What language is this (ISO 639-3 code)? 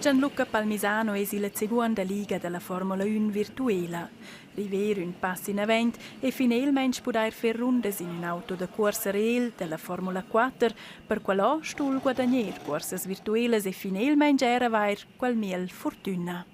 roh